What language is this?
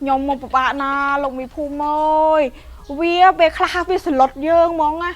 Khmer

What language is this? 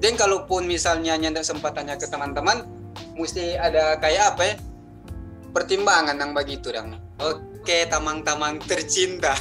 Manado Malay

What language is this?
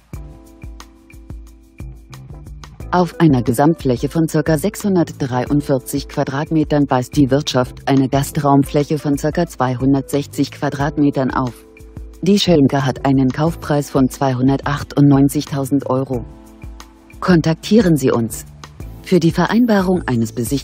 German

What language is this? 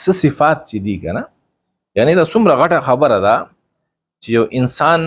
Pashto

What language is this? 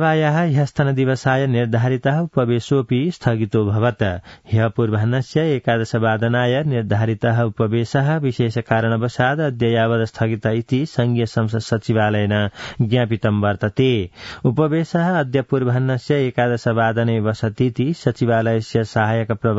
Sanskrit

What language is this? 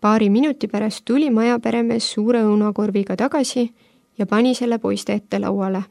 Estonian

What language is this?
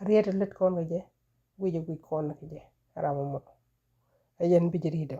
Nuer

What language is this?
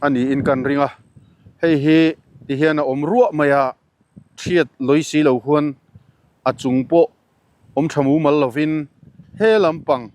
Mizo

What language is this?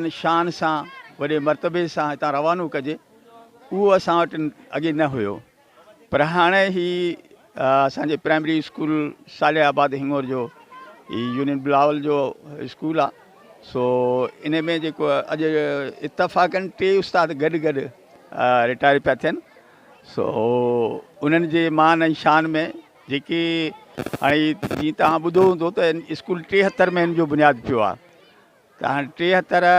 Sindhi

